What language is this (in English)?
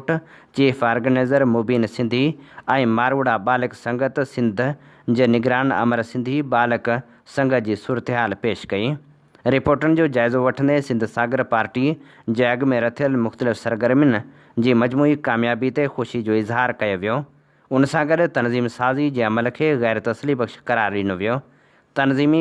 Sindhi